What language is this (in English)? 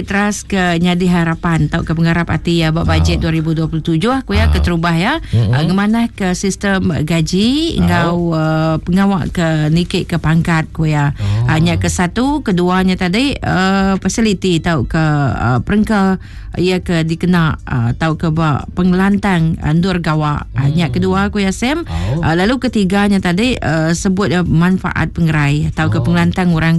Iban